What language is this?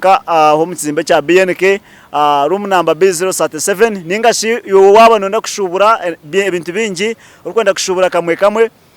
Nyankole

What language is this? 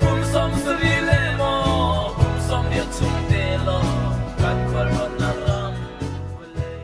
Hakha Chin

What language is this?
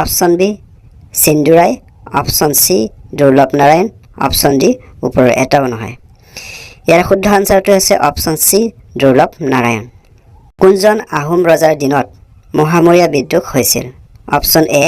Assamese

